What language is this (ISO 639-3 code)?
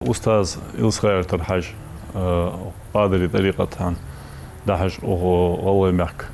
inh